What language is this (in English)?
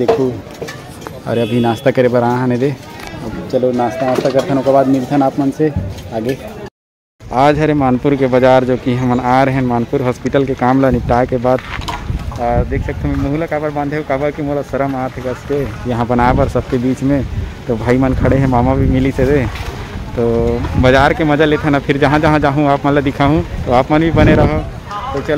Chhattisgarhi